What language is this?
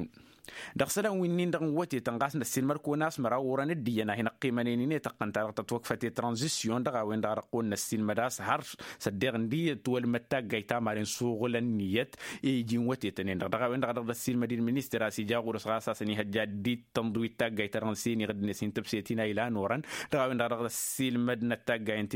Tamasheq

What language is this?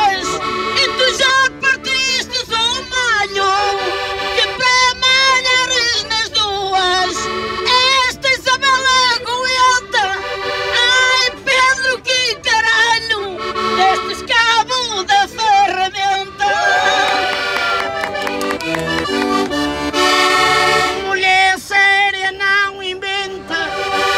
Portuguese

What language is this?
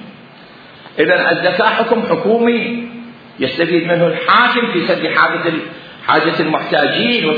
Mesopotamian Arabic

